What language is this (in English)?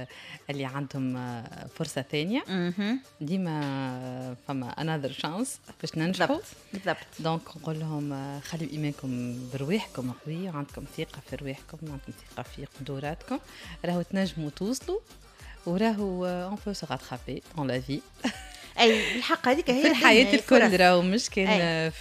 Tunisian Arabic